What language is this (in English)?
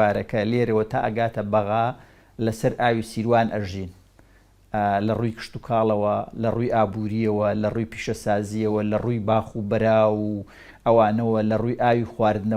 Central Kurdish